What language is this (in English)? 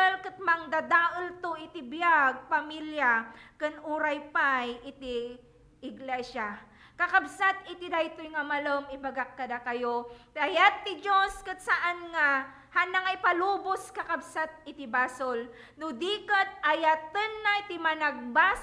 Iloko